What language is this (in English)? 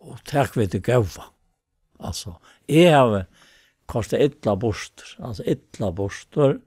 Faroese